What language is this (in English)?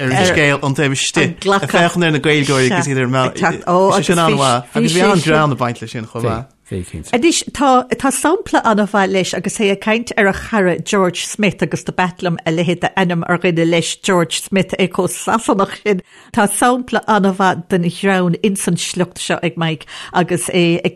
Irish